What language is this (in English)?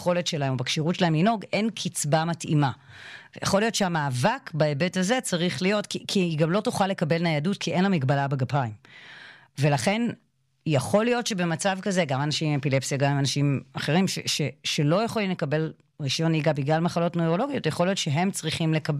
Hebrew